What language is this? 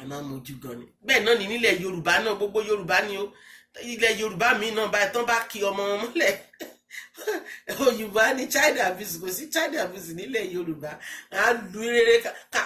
Yoruba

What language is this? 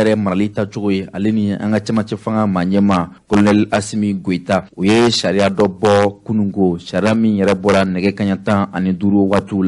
Bambara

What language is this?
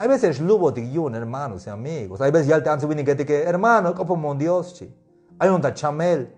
Tzeltal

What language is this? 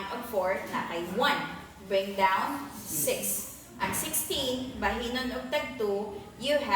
Cebuano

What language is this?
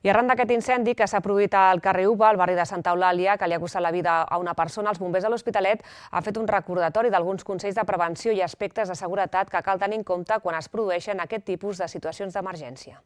Catalan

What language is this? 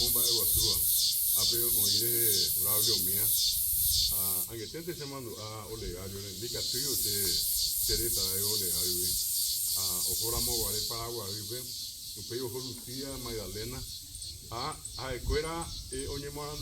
Guarani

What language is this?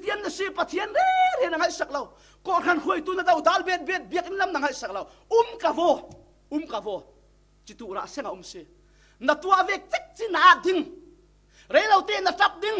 Falam Chin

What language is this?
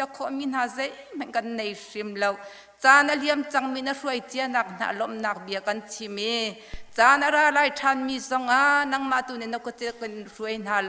Hakha Chin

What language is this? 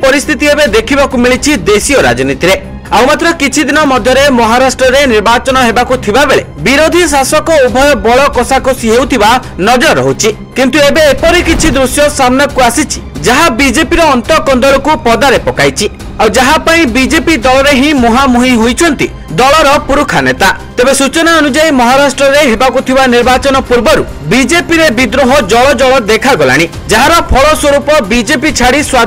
Odia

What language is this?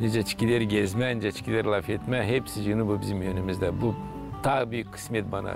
Gagauz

